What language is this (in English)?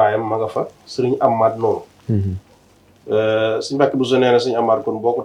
Wolof